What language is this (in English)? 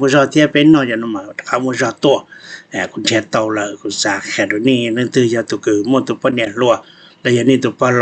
Hmong